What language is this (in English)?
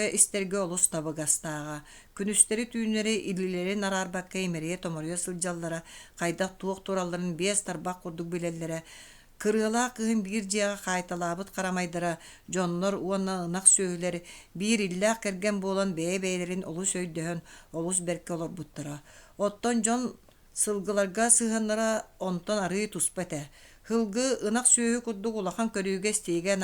Yakut